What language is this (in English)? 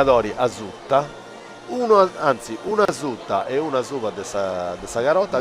Sardinian